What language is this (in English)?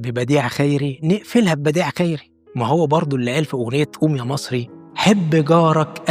Egyptian Arabic